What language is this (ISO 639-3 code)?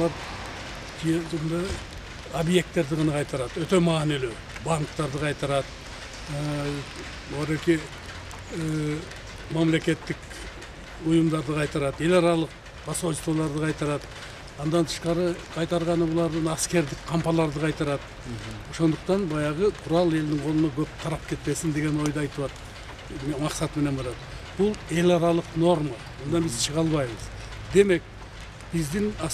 kir